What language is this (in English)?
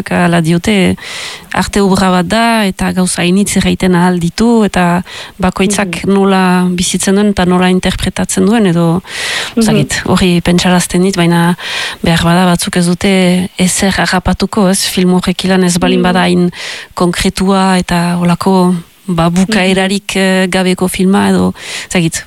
Basque